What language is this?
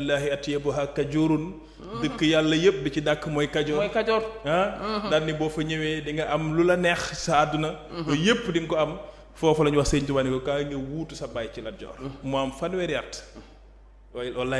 Wolof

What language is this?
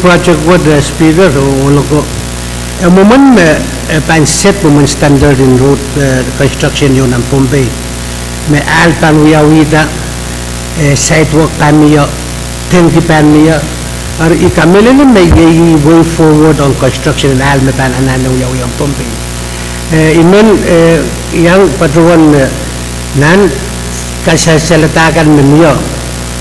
Pohnpeian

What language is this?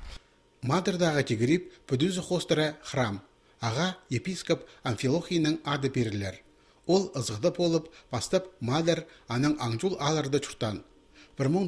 Khakas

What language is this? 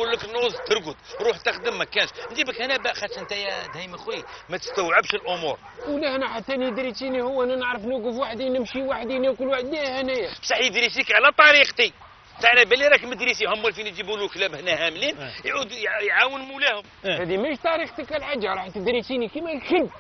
Algerian Arabic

